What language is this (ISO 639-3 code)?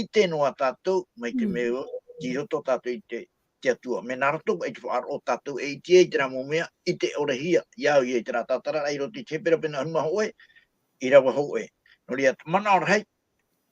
tah